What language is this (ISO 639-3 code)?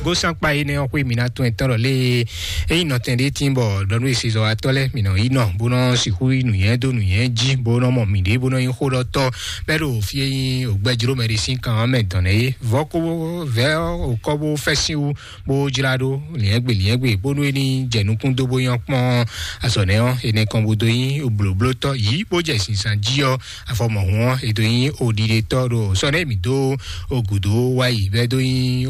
fon